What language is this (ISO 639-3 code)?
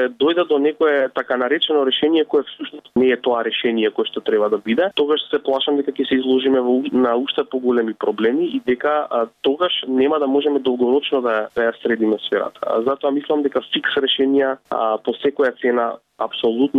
mkd